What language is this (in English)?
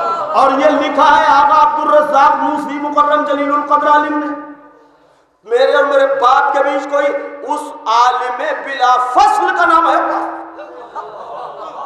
Urdu